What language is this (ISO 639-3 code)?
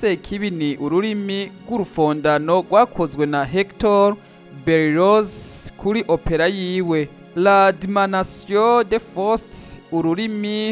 run